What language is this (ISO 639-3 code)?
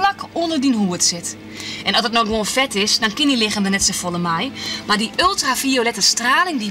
fry